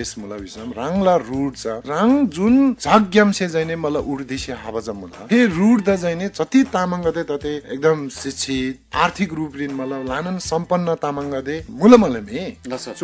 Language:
Eastern Tamang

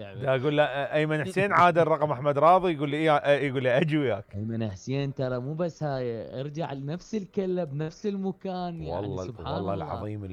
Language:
Mesopotamian Arabic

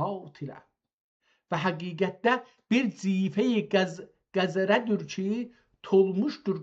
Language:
South Azerbaijani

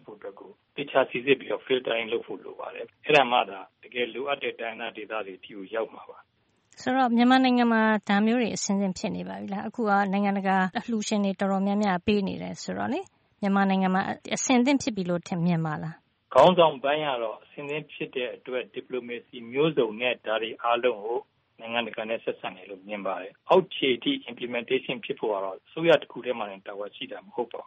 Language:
Burmese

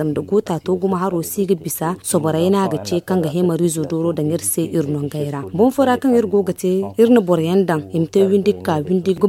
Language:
Zarma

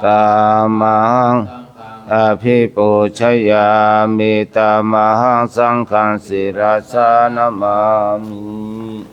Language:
Pali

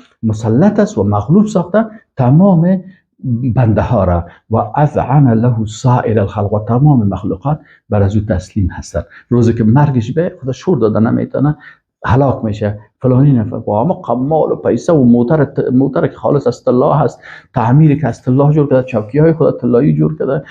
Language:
Persian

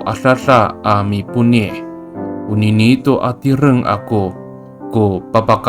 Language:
Amis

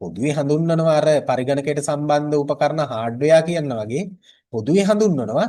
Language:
Sinhala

